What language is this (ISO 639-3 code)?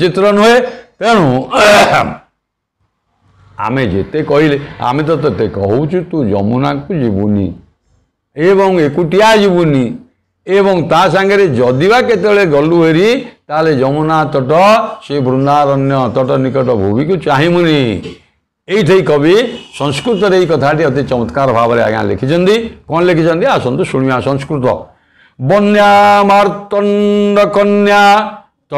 ori